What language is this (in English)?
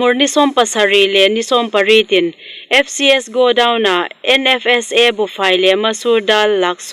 Hmar